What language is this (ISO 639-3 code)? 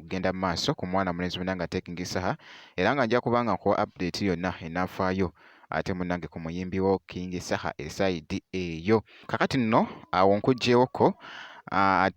lug